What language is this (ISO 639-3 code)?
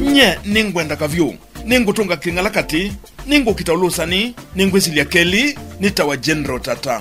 kam